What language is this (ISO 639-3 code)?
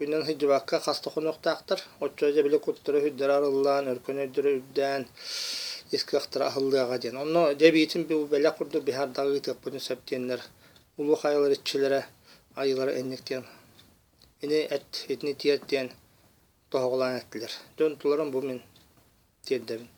sah